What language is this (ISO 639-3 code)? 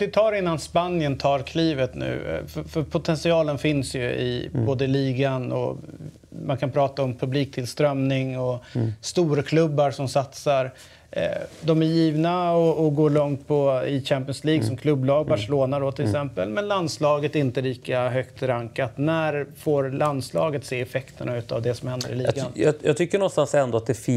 swe